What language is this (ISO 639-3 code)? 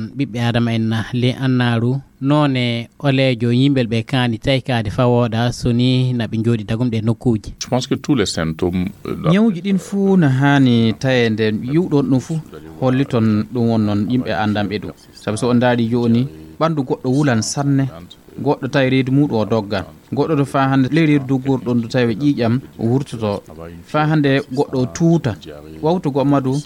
ful